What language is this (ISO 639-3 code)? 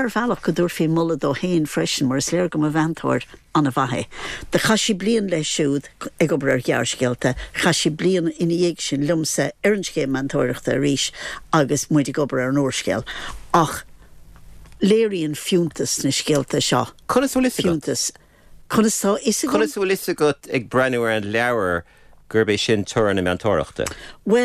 gle